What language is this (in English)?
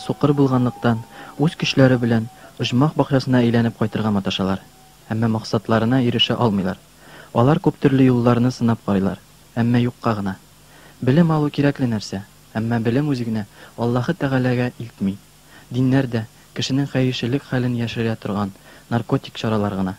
Tatar